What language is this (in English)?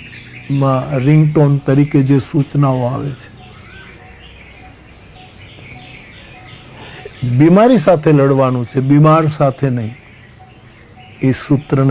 Gujarati